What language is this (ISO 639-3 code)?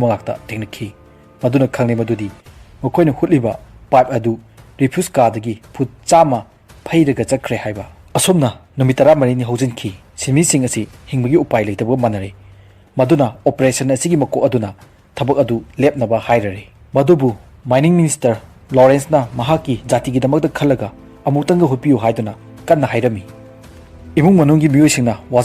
mni